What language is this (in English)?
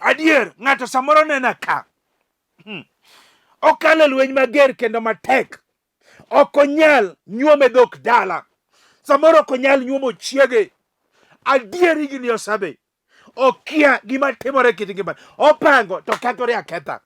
Luo (Kenya and Tanzania)